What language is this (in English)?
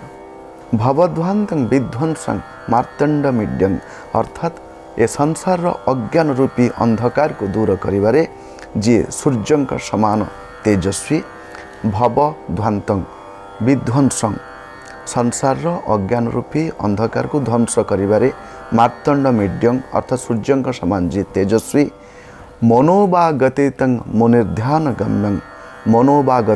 Odia